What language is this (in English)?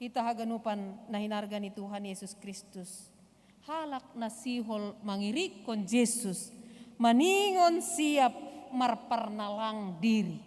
Batak Simalungun